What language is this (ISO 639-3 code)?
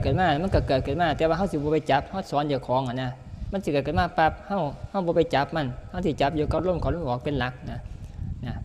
tts